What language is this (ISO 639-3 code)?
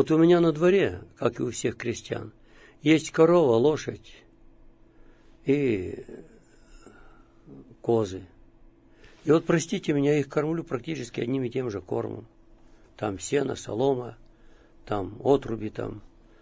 rus